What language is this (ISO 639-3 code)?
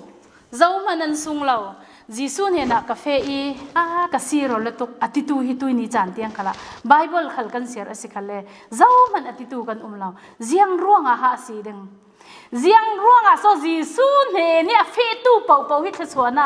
cfm